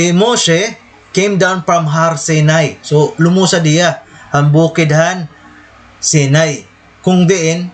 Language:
Waray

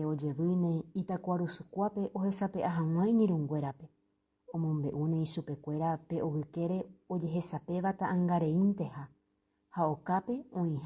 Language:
Guarani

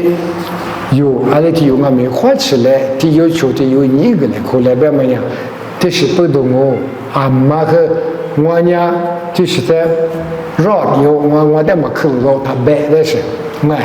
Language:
Lisu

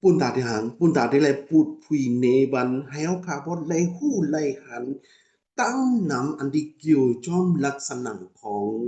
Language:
Shan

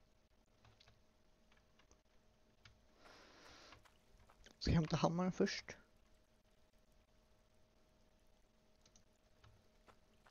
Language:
Swedish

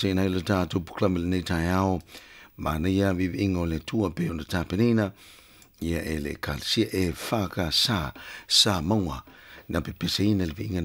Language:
Samoan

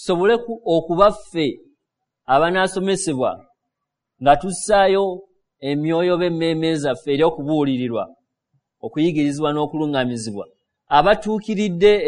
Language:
Ganda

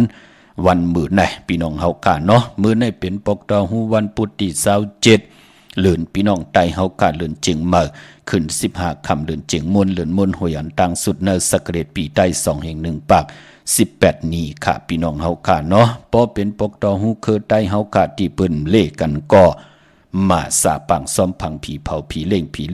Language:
Shan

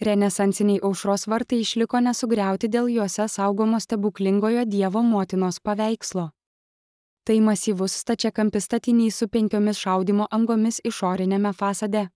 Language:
Lithuanian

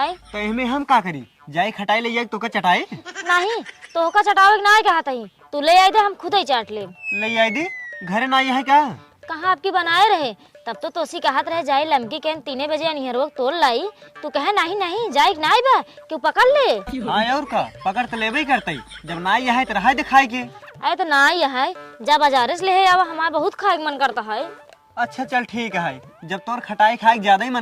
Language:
Awadhi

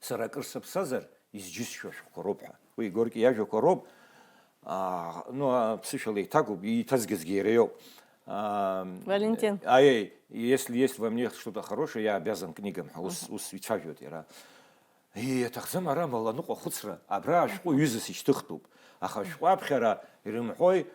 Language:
Abkhazian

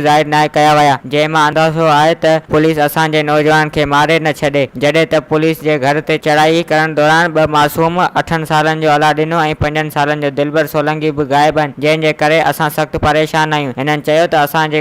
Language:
Sindhi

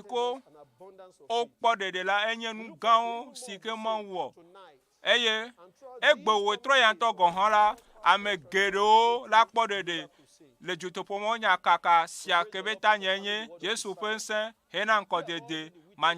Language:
Ewe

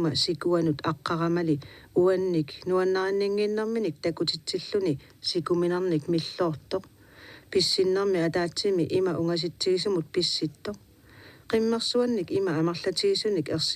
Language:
Kalaallisut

